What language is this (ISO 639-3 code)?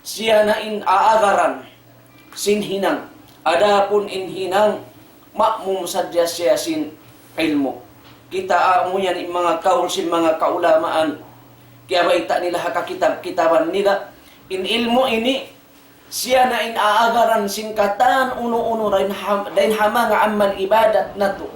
tsg